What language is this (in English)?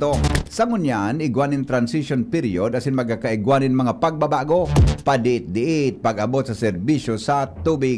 Bikol